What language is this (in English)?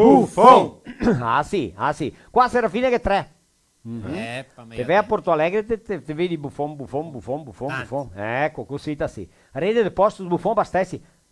Venetian